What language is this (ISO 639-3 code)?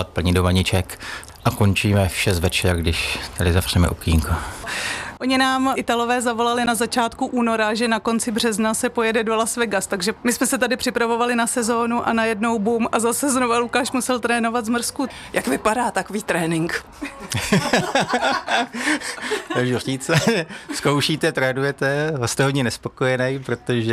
ces